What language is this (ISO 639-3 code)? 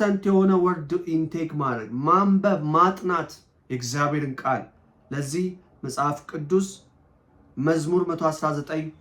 amh